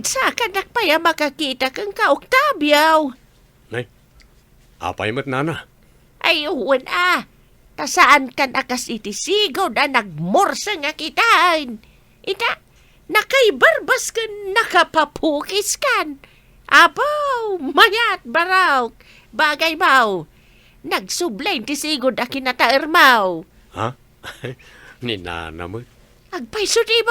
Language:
Iloko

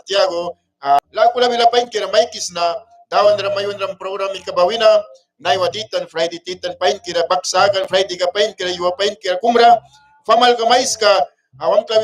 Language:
Mískito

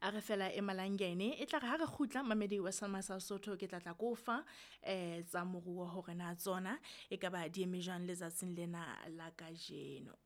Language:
Southern Sotho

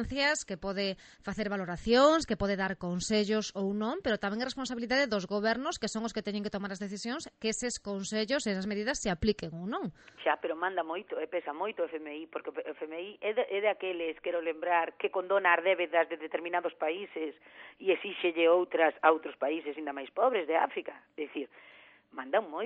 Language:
Galician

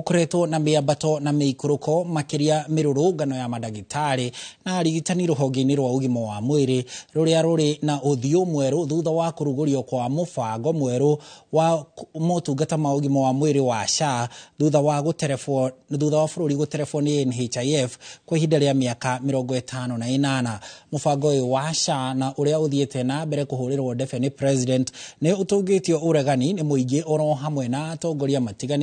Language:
Kikuyu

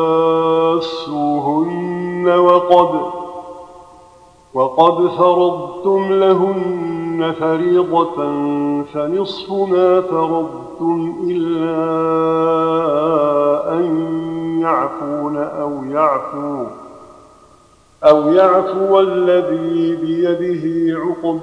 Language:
Arabic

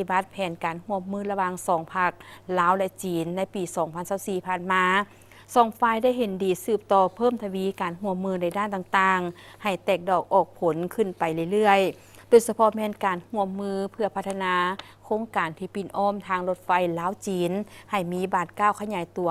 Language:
Lao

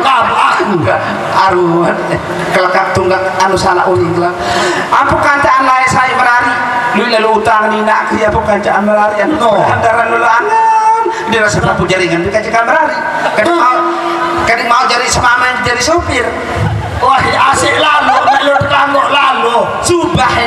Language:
Sasak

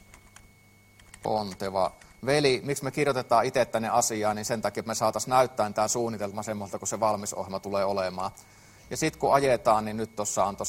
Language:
Finnish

